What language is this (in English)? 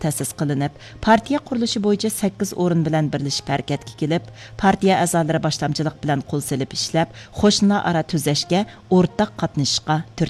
Uyghur